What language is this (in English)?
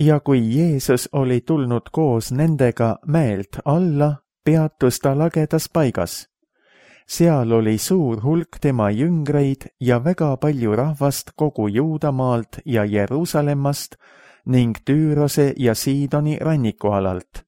Estonian